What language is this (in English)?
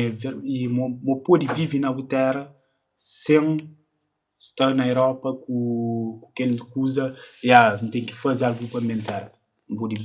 Kabuverdianu